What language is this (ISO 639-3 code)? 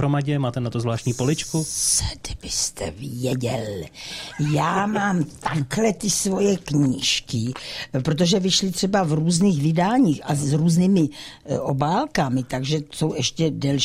ces